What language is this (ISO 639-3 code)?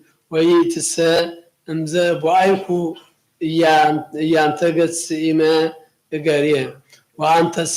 gez